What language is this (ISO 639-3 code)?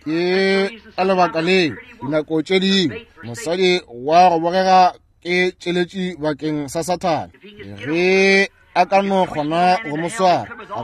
nso